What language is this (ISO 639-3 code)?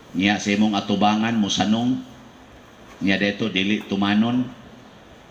ceb